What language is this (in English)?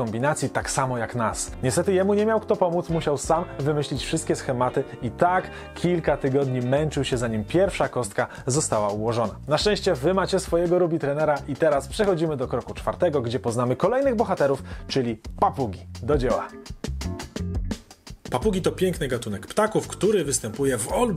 Polish